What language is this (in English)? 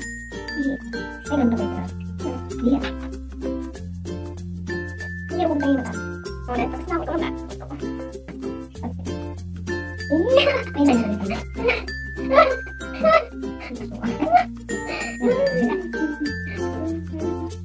Filipino